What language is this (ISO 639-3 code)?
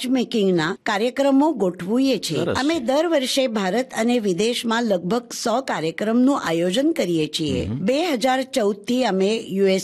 guj